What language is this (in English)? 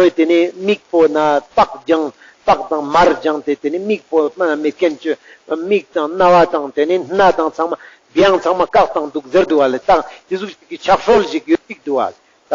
Ladakhi